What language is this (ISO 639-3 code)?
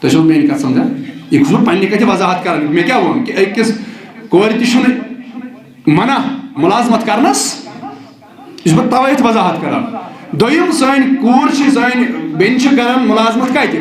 kas